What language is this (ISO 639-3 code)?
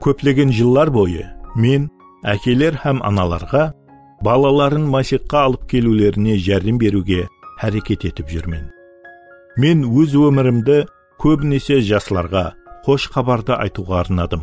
kaa